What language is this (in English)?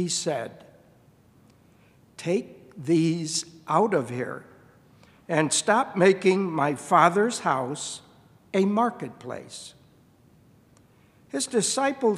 English